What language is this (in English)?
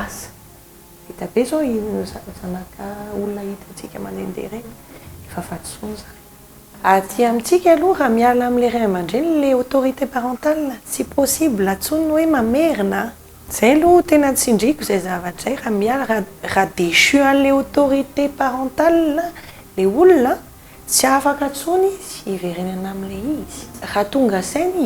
Malagasy